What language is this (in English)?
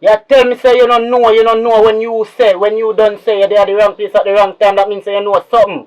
Jamaican Creole English